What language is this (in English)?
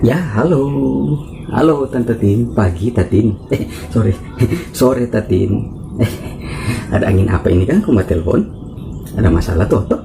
Manado Malay